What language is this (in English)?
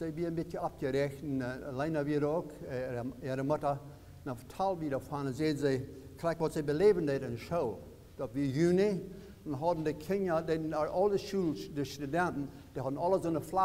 Plautdietsch